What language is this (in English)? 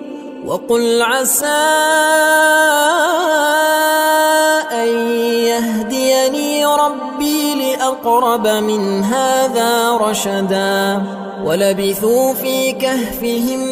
Arabic